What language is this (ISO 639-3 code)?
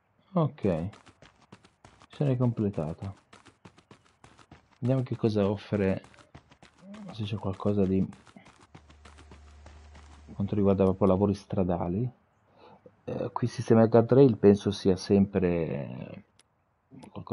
ita